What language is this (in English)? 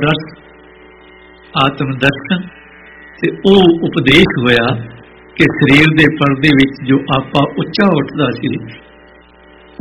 Punjabi